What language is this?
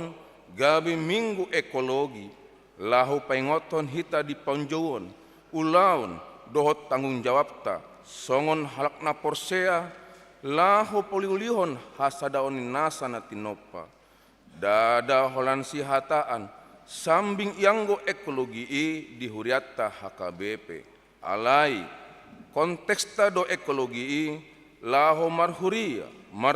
Batak Toba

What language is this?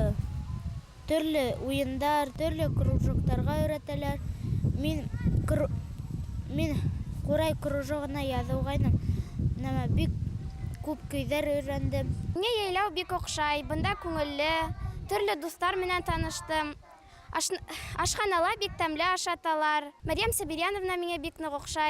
Bashkir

